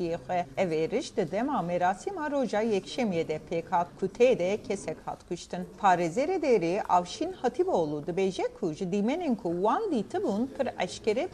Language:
Kurdish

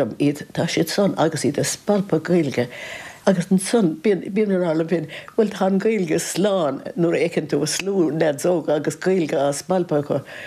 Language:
Irish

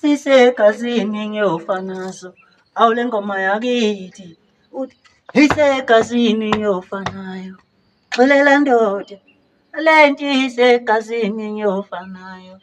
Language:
Zulu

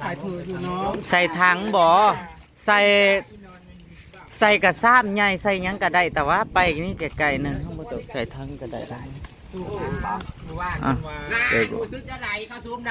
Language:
Northeastern Thai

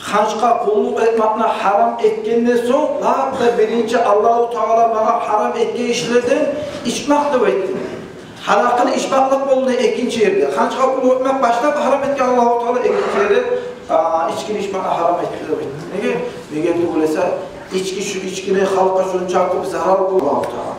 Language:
Kumyk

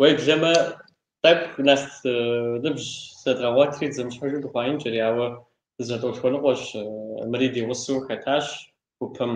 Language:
Kabardian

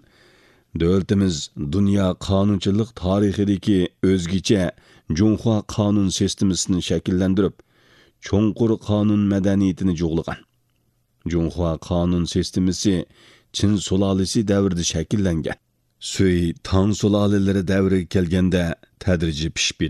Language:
Uyghur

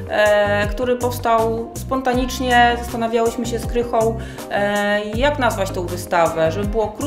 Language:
Polish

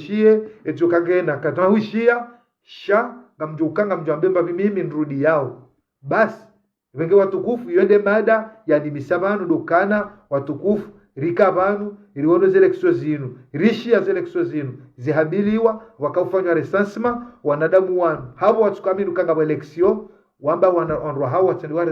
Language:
Ngazidja Comorian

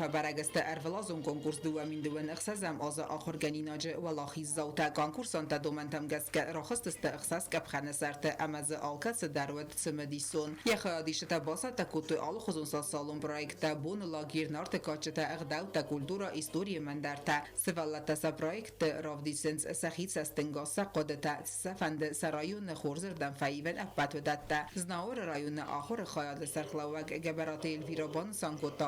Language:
Ossetic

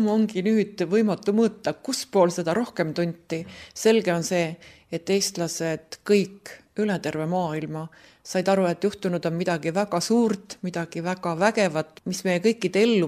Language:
Estonian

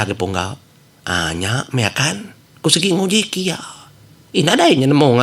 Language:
Iban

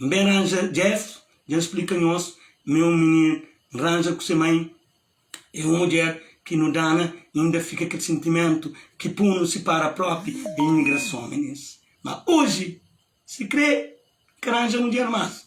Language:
Kabuverdianu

